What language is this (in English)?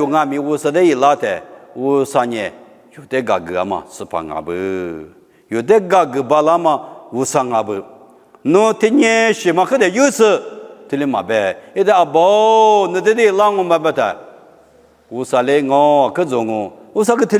Lisu